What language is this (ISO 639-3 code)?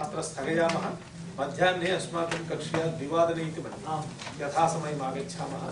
san